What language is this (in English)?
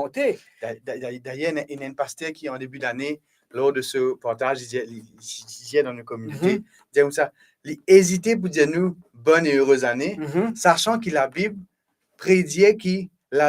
Morisyen